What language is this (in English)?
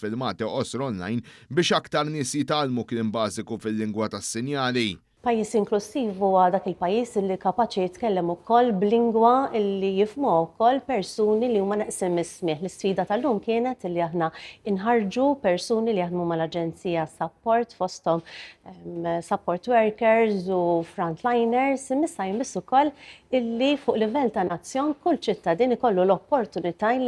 Maltese